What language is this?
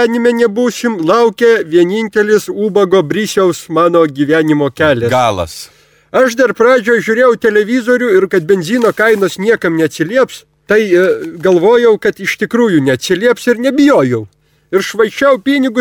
Lithuanian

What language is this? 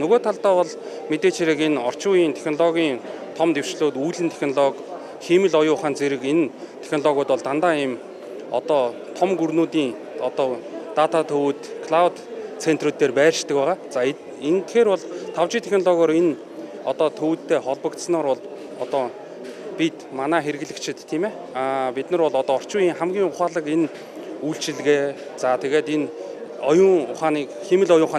Mongolian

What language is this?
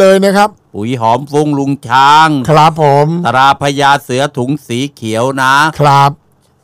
Thai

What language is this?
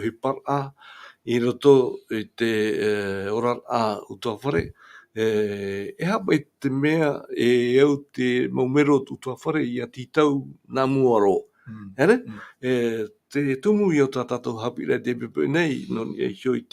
Tahitian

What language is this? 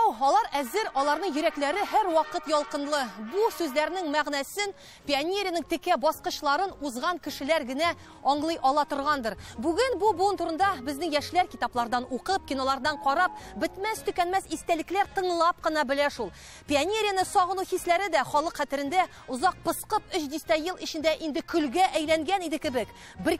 Tatar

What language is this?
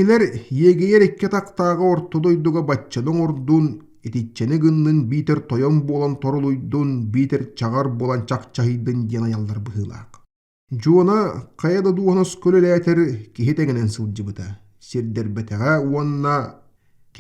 Yakut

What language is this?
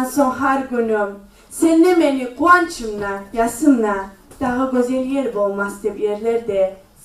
Kumyk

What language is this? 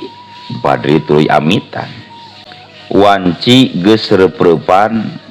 Sundanese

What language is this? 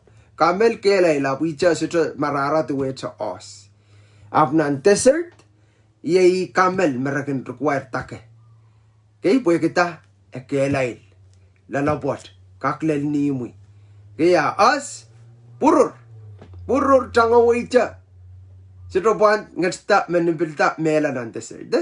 Pohnpeian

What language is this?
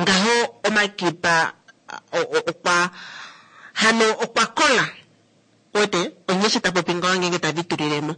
Kuanyama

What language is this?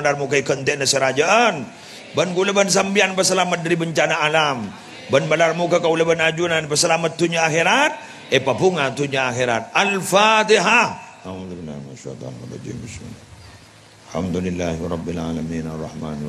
Madurese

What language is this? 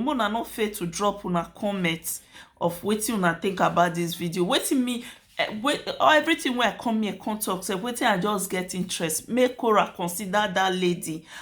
Nigerian Pidgin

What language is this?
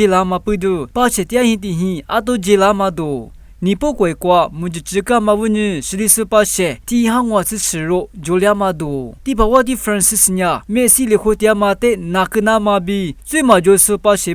Lisu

